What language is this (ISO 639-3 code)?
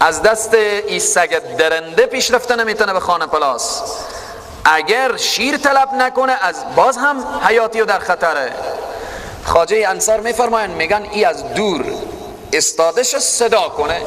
fas